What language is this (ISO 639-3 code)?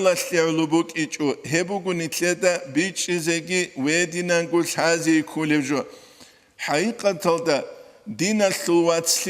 ava